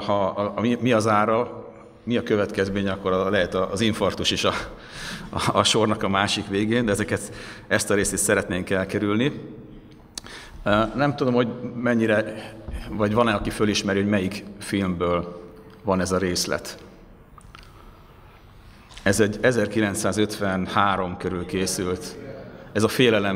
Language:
Hungarian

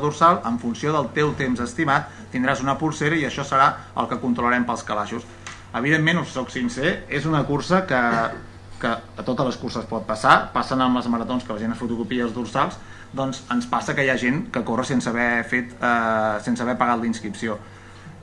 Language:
Catalan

